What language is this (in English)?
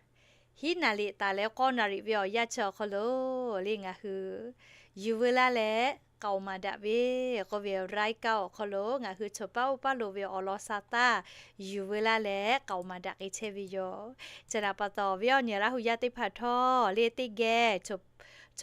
Lahu